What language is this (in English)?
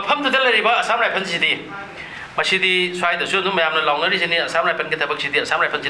Manipuri